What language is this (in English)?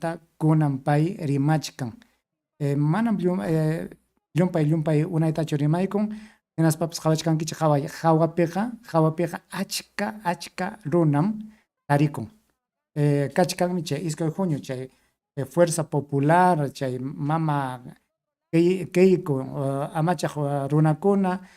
Ayacucho Quechua